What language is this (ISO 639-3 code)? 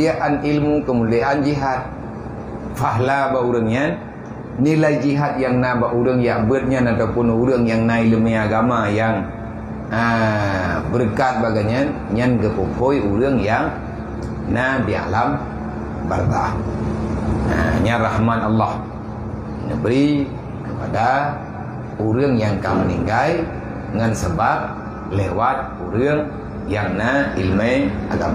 ace